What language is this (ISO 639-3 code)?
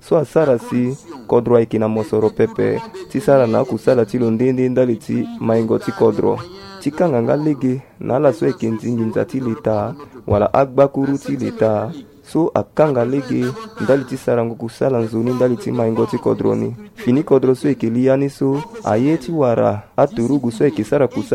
sag